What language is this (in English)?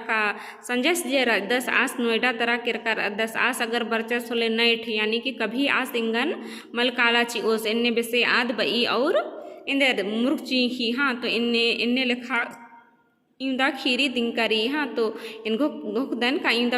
Kurukh